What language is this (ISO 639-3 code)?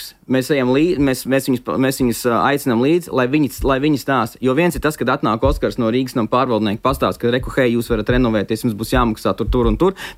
lav